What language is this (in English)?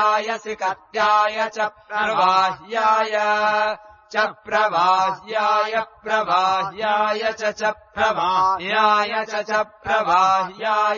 Sanskrit